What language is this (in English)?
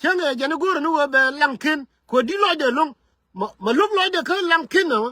Nuer